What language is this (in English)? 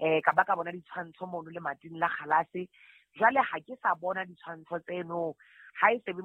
Southern Sotho